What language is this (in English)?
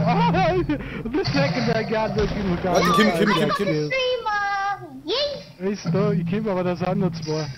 Bavarian